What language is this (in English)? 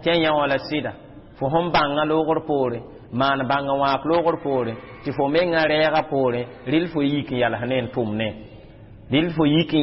Mossi